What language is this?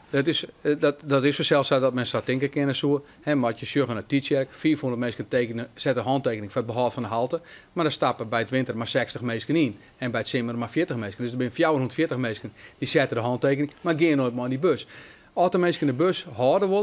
Western Frisian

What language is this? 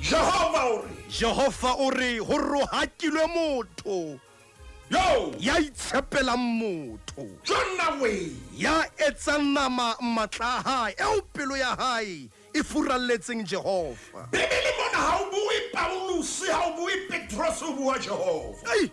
Southern Sotho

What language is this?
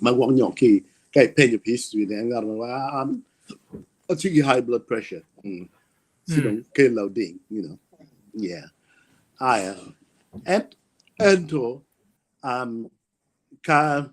Acoli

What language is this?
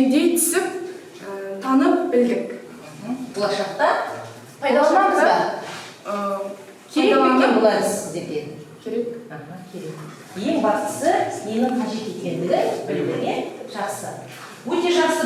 Kazakh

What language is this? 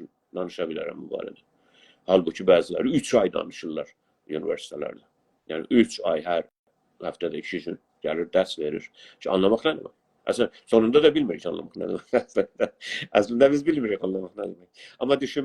South Azerbaijani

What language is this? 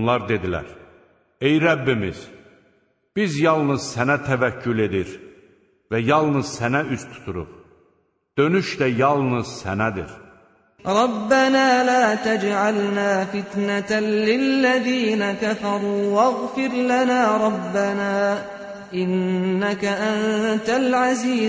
Azerbaijani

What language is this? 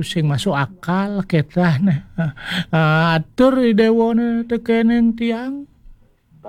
Balinese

